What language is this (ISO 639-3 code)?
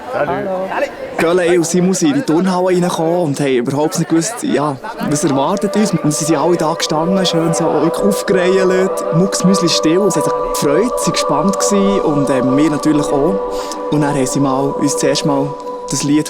gsw